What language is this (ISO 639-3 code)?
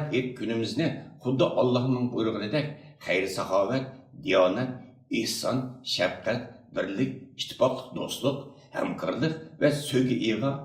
uig